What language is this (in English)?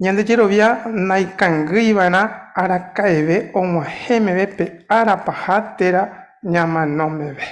Guarani